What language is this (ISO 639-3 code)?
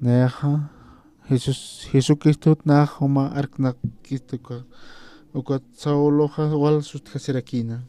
aym